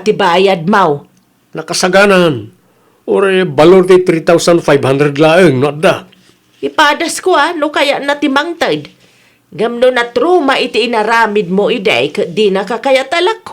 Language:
Iloko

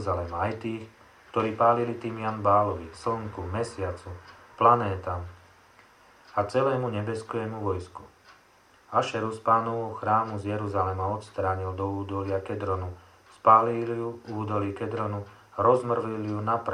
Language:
Slovak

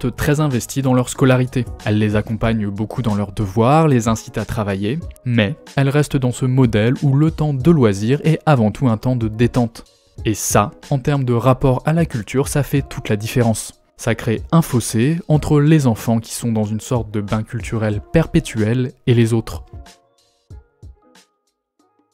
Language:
French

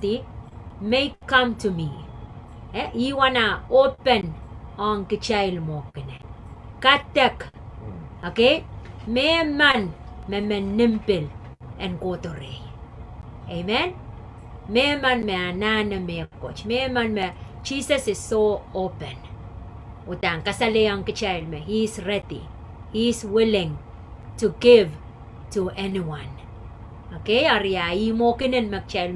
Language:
Pohnpeian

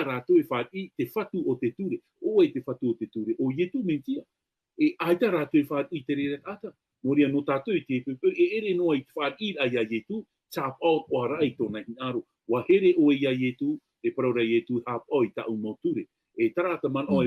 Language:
Tahitian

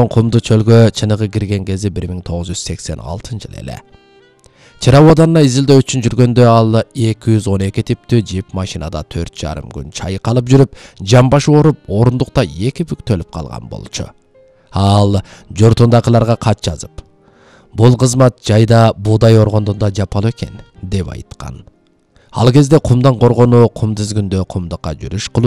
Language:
Kyrgyz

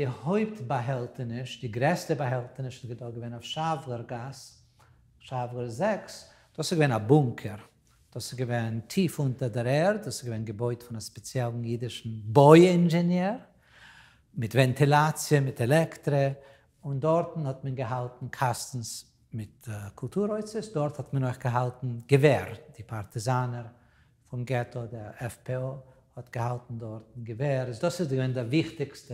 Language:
Yiddish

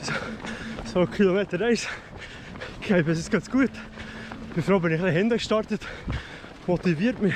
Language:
Swiss German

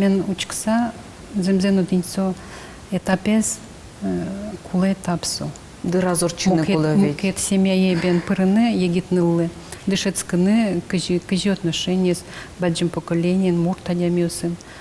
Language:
Udmurt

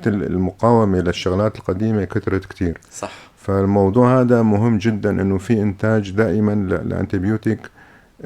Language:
North Levantine Arabic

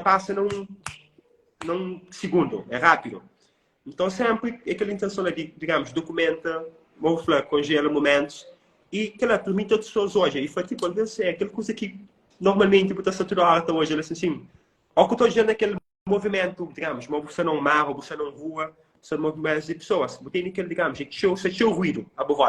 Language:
Kabuverdianu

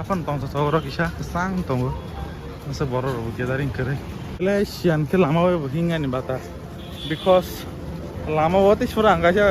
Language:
Kok Borok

